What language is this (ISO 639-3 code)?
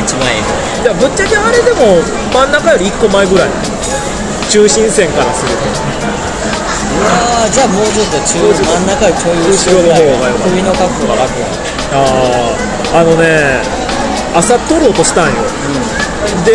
jpn